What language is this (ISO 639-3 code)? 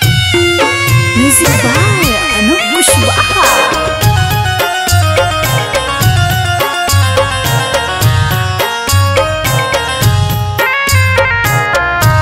bho